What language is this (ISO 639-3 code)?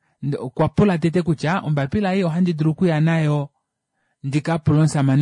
kua